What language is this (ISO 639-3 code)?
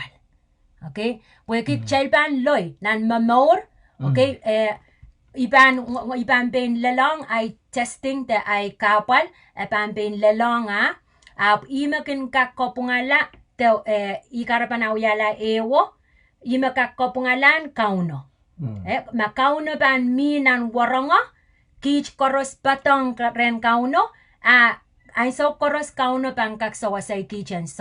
pon